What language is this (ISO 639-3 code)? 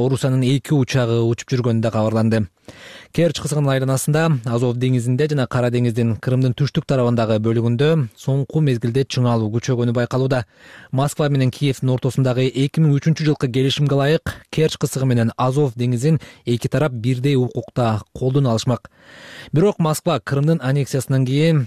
kir